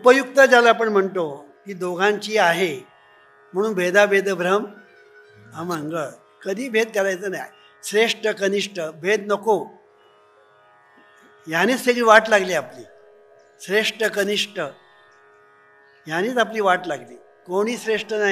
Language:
Marathi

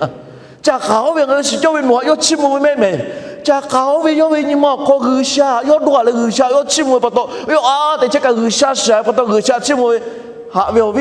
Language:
Lahu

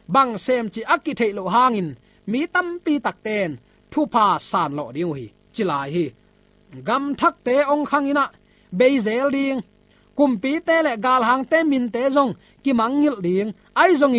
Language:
Tedim Chin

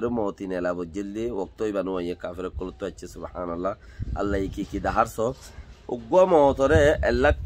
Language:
Rohingya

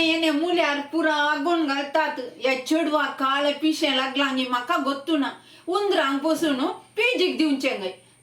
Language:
Konkani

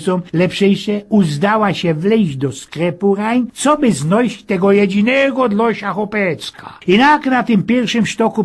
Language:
Silesian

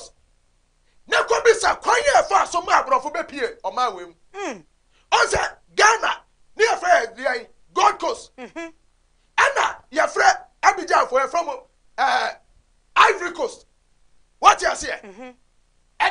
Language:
Akan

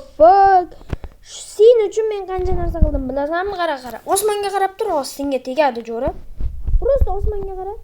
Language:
Uzbek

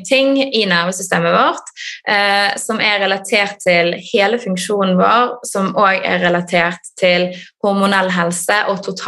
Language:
Norwegian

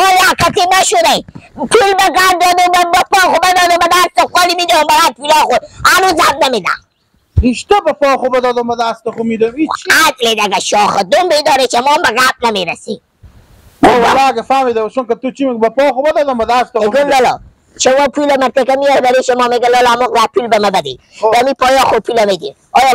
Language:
Persian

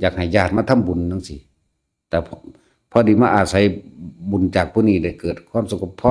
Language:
Northeastern Thai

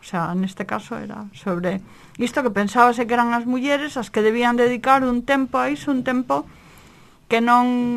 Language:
Galician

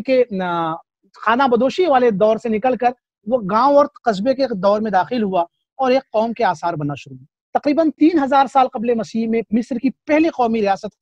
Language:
Urdu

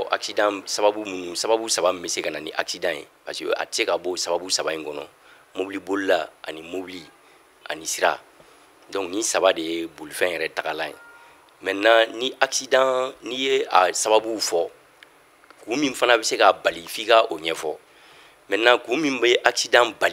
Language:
Bambara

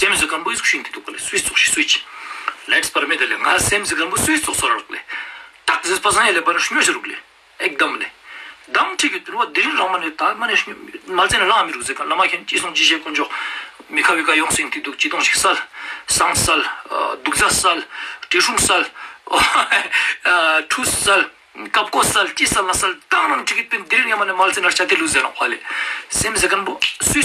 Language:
Ladakhi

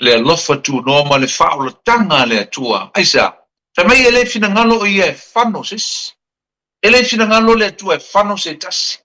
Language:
Samoan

